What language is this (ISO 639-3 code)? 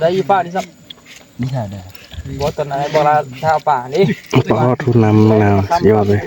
tts